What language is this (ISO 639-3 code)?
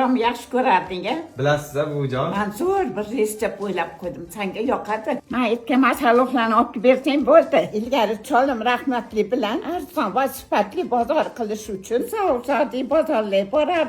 uzb